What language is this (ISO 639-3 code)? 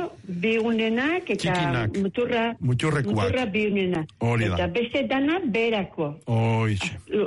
eus